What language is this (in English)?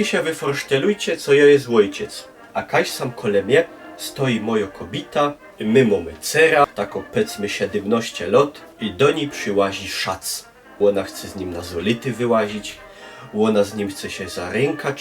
Silesian